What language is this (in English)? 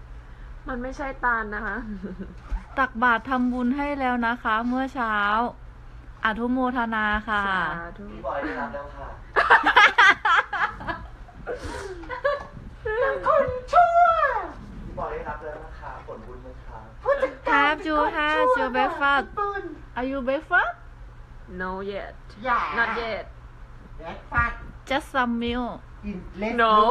Thai